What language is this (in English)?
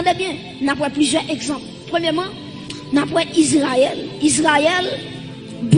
Haitian Creole